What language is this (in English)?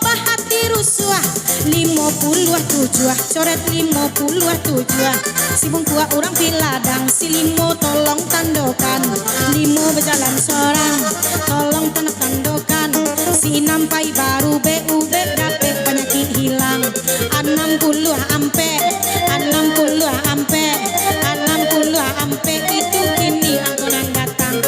Minangkabau